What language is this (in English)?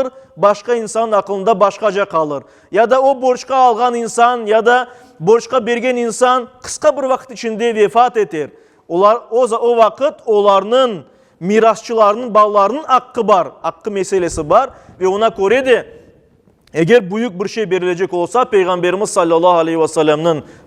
Crimean Tatar